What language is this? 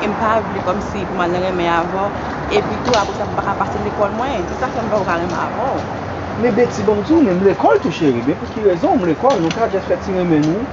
Haitian Creole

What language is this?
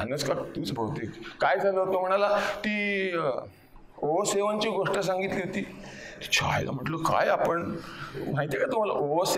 Marathi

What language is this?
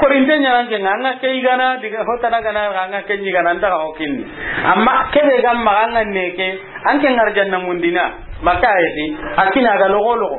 Soninke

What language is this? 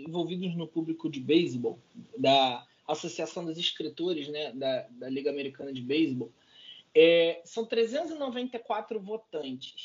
Portuguese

